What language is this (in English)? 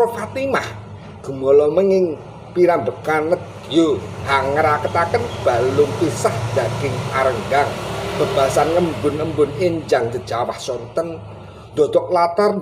Javanese